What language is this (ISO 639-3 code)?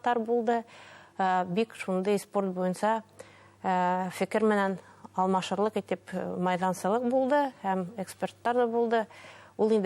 bak